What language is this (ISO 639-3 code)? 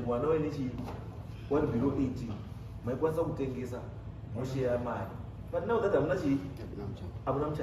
sna